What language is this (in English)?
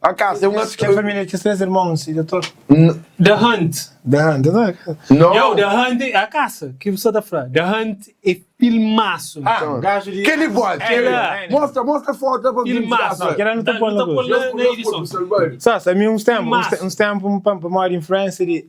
Kabuverdianu